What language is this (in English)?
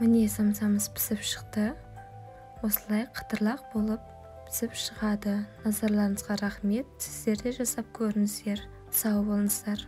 Kazakh